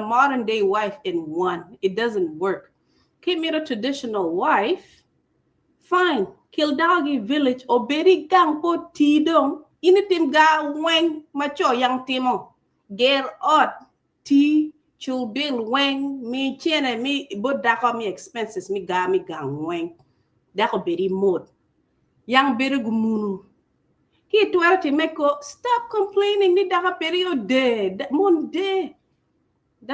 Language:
Acoli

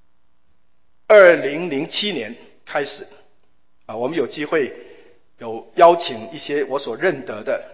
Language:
Chinese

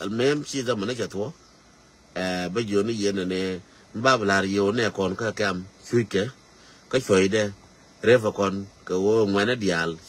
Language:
Nuer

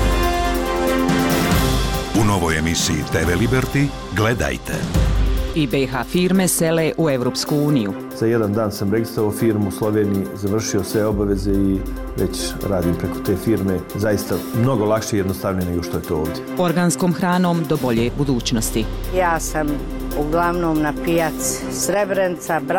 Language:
Bosnian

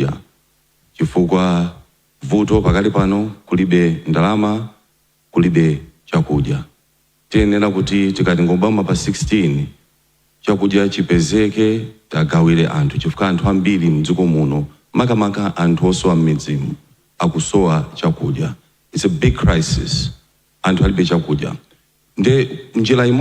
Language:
Nyanja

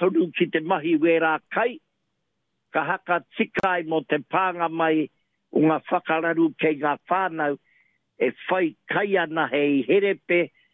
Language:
Māori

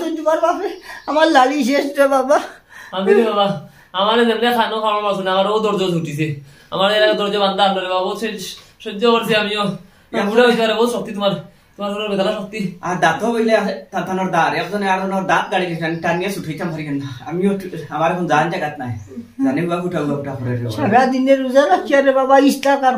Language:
Sylheti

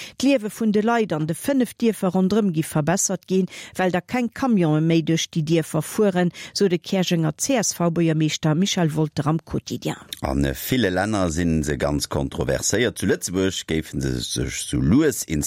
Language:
Luxembourgish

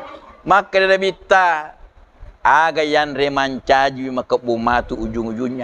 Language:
Buginese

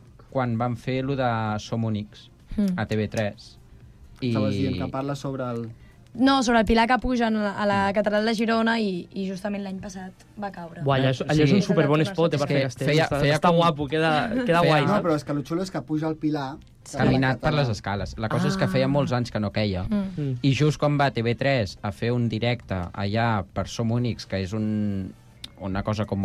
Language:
Catalan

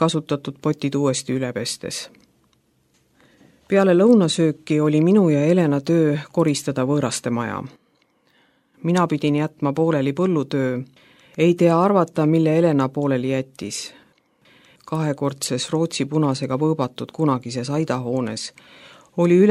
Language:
Estonian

